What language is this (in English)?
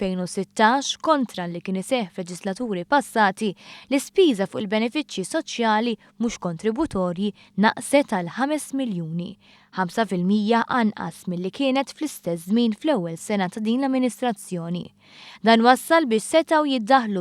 Maltese